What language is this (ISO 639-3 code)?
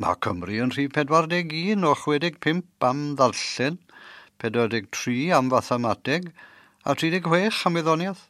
cym